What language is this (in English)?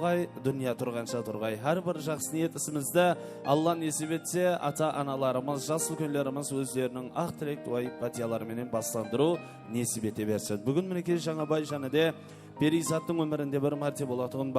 Kara-Kalpak